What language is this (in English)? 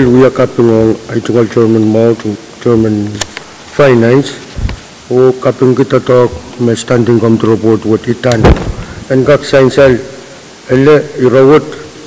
Pohnpeian